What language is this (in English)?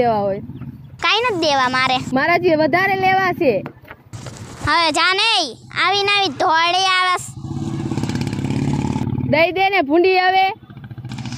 Gujarati